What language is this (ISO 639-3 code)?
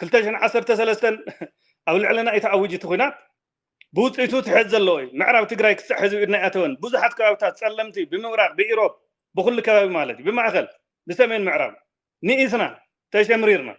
tir